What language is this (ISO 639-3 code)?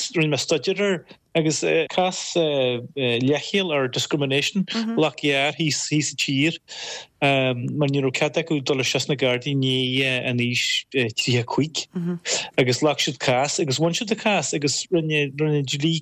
gle